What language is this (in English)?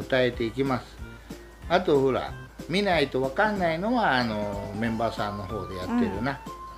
Japanese